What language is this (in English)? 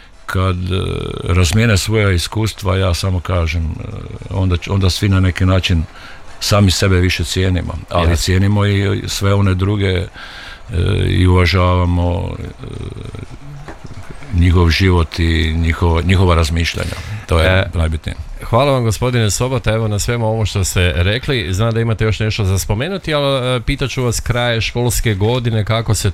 Croatian